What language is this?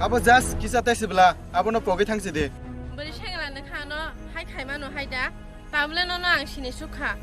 Kok Borok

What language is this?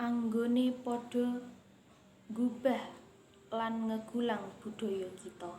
Javanese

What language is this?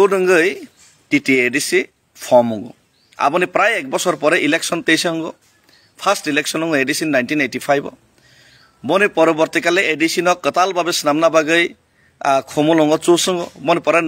Kok Borok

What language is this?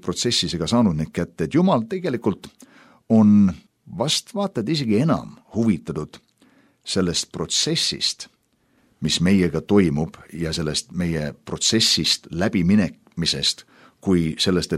Estonian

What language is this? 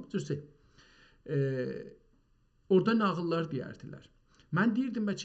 South Azerbaijani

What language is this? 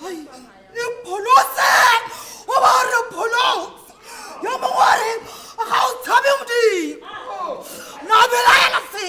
Tswana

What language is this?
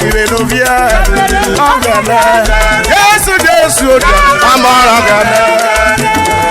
Urhobo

